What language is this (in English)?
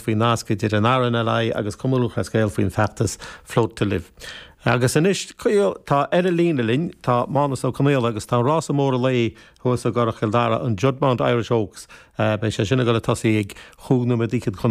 Irish